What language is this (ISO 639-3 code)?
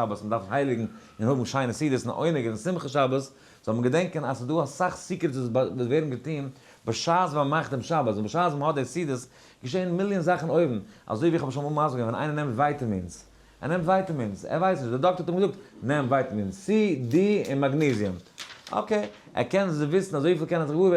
yid